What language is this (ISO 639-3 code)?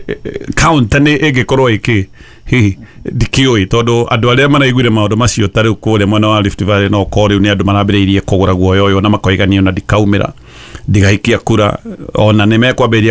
kik